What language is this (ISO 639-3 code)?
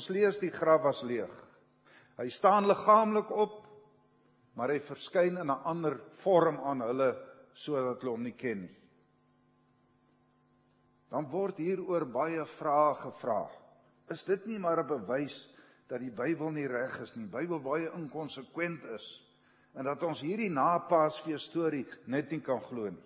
afr